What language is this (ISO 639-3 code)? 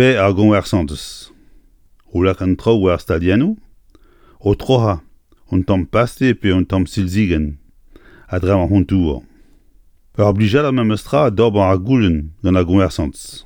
bre